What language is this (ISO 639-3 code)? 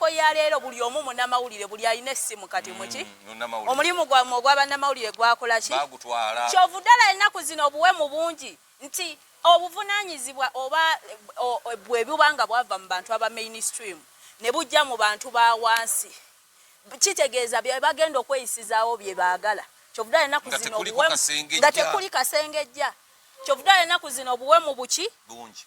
lug